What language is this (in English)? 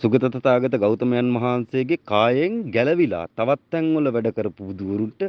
Sinhala